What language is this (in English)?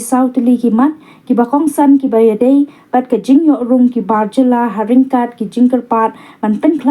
Khasi